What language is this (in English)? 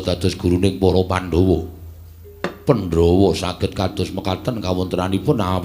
Javanese